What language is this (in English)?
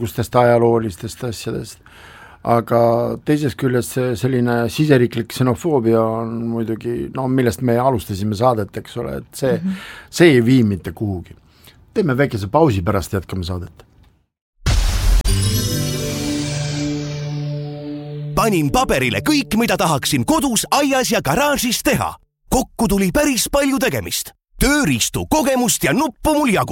Estonian